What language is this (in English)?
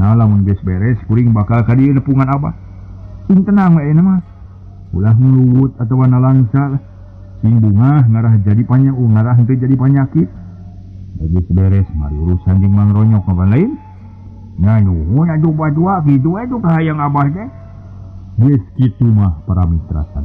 Sundanese